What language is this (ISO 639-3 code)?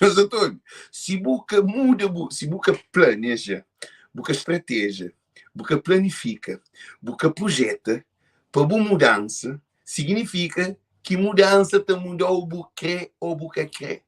kea